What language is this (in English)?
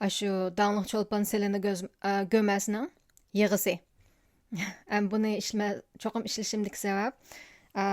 Uyghur